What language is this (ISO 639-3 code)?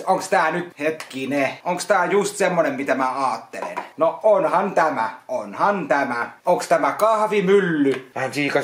fin